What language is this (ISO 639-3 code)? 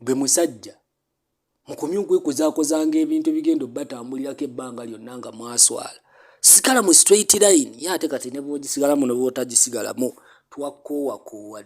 lug